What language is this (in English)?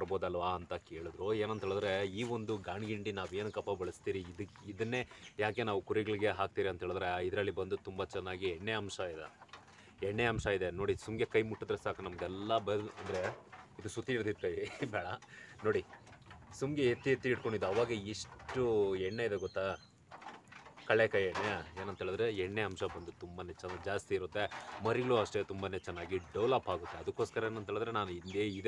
Kannada